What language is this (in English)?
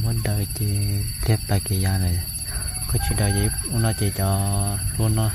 Hmong